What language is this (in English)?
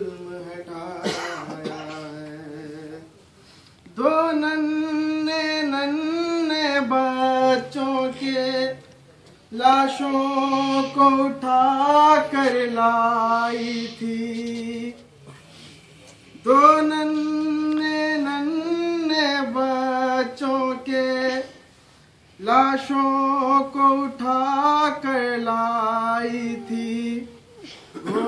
Urdu